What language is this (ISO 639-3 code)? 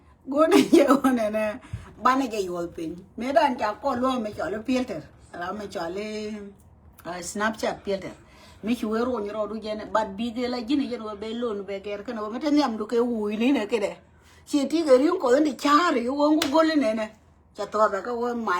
nus